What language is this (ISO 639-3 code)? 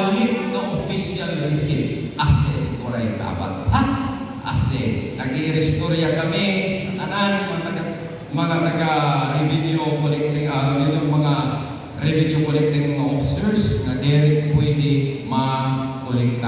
war